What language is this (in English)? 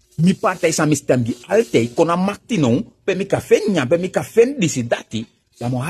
Sranan Tongo